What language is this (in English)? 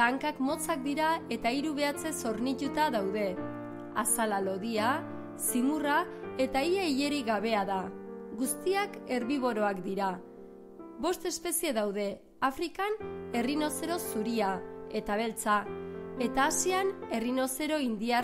Basque